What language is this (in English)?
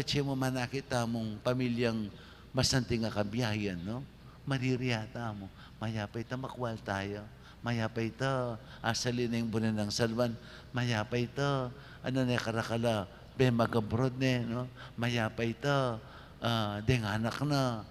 Pampanga